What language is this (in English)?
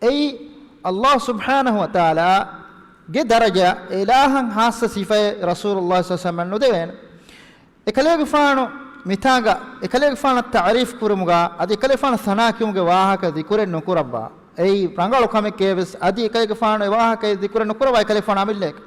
Divehi